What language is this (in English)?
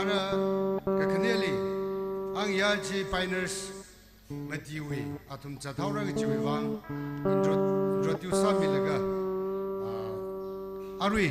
Tangkhul Naga (India)